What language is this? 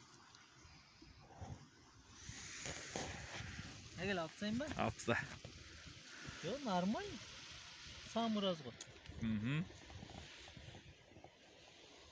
Kazakh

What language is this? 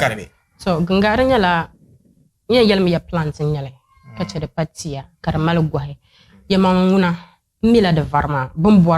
Dagbani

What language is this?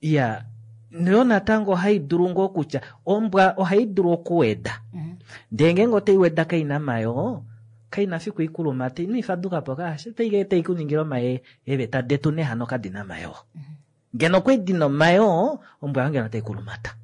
Kuanyama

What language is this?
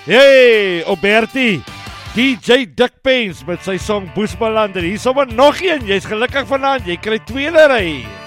Afrikaans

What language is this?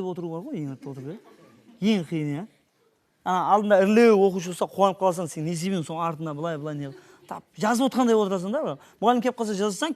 Kara-Kalpak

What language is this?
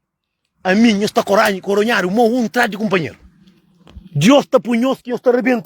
Kabuverdianu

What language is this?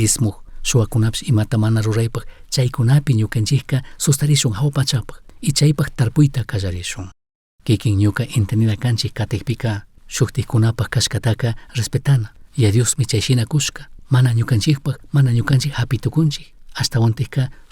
Chimborazo Highland Quichua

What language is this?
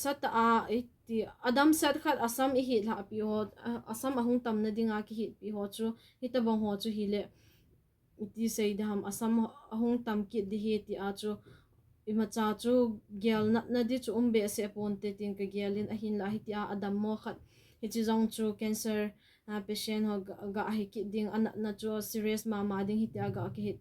Thado Chin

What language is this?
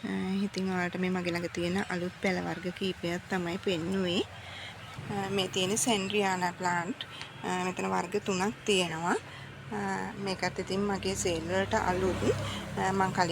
Sinhala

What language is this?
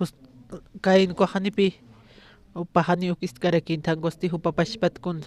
Aymara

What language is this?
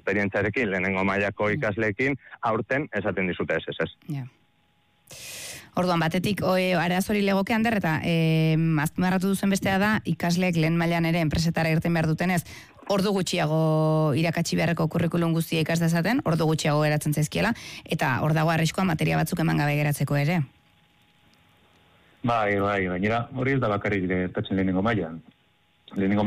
Basque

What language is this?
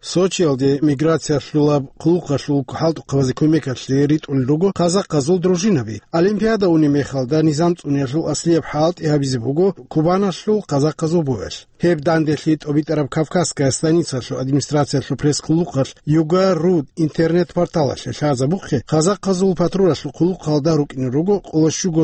Avaric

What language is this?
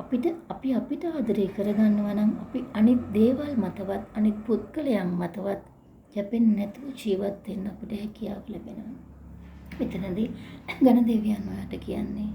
Sinhala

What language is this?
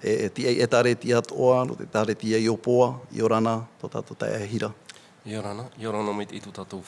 Tahitian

